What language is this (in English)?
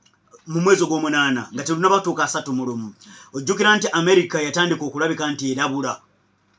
Ganda